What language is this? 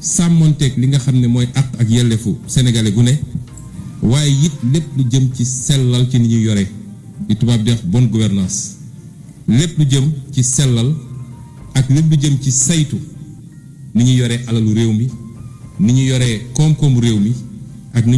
Wolof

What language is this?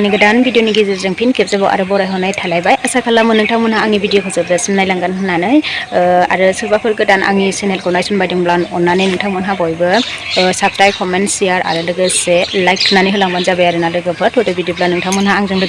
Bodo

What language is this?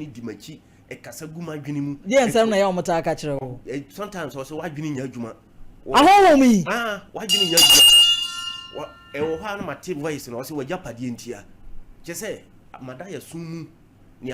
Akan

